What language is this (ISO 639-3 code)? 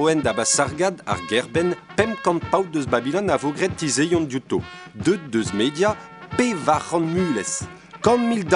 bre